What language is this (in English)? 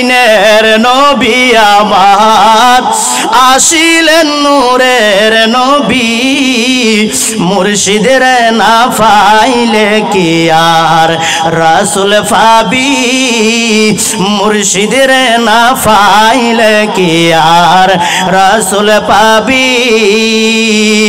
Bangla